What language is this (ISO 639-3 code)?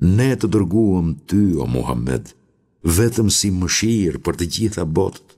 sqi